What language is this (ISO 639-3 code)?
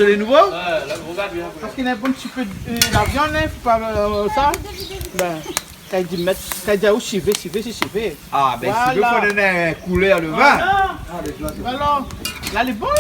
rcf